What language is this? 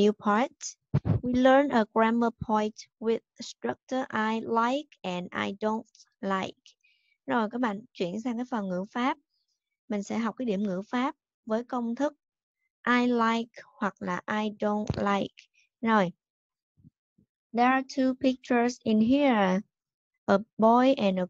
Vietnamese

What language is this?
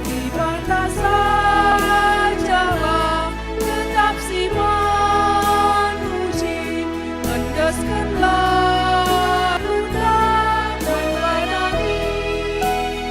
Batak Karo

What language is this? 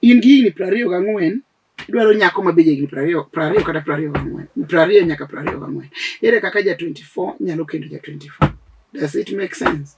Luo (Kenya and Tanzania)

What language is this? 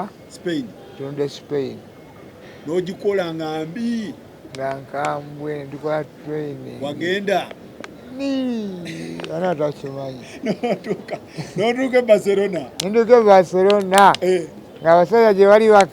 Ganda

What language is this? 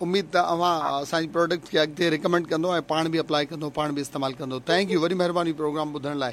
Sindhi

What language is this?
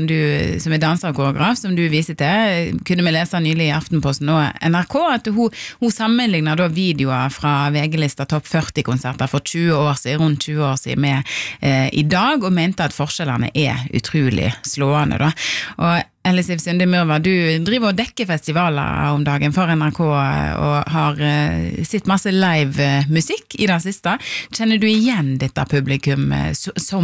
Norwegian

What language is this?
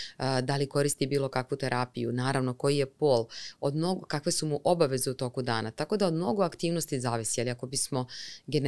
Serbian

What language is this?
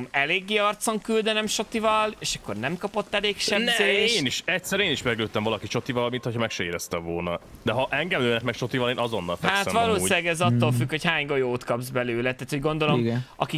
Hungarian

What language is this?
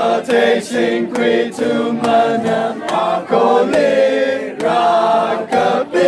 Tangkhul Naga (India)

